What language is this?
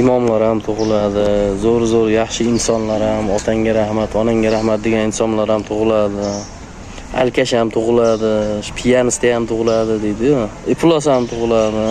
Uzbek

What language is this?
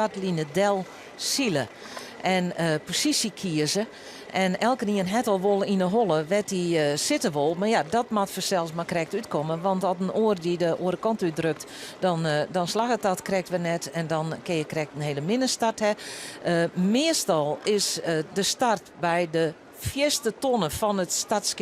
Western Frisian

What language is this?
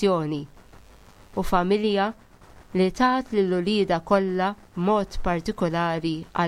Maltese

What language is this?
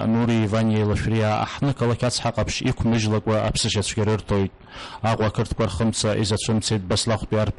Abkhazian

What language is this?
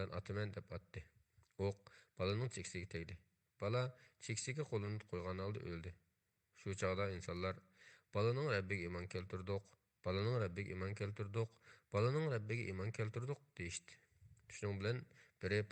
Uyghur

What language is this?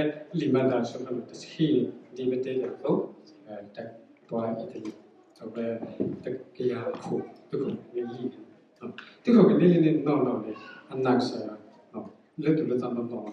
S'gaw Karen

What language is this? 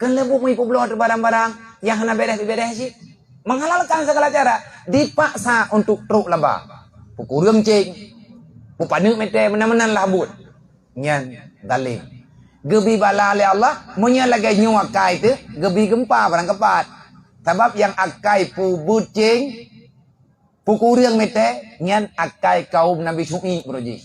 Achinese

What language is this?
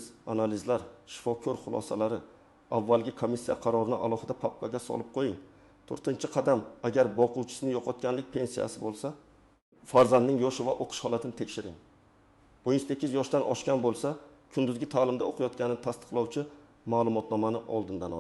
Uzbek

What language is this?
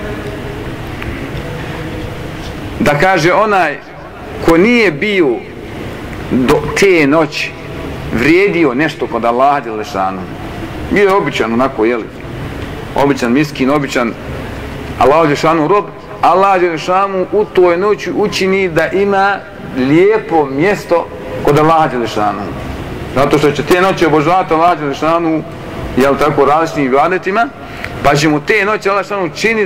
Bosnian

